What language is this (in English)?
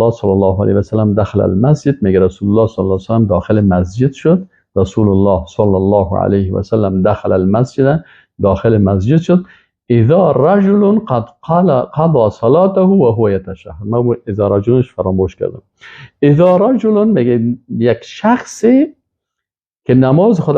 Persian